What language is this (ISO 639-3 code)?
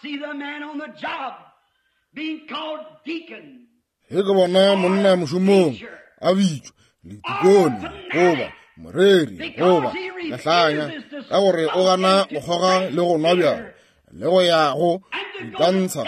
nso